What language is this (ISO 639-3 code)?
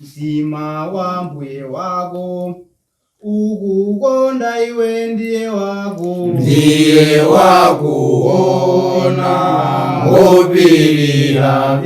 nya